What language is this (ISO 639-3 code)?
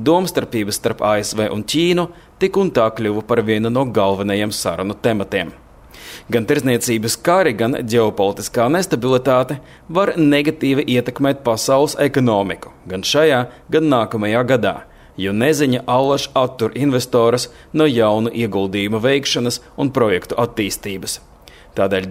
lav